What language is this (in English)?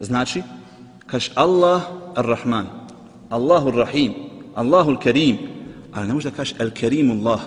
Bosnian